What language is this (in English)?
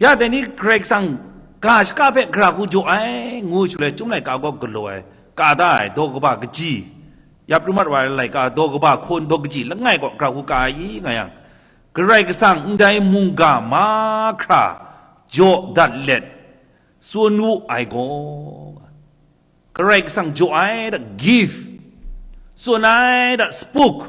Kachin